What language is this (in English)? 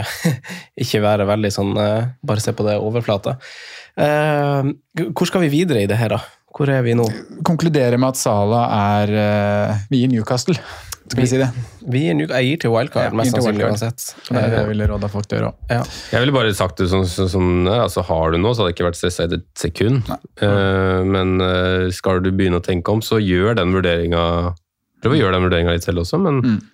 Norwegian